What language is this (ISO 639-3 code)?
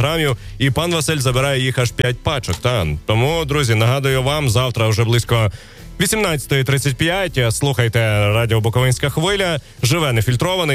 ukr